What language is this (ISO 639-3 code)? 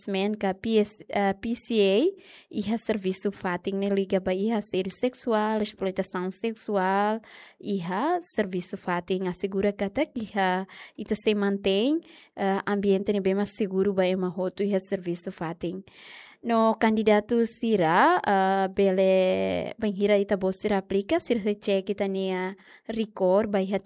tet